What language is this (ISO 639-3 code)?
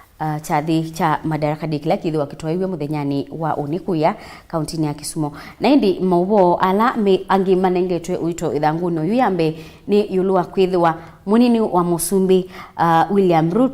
kam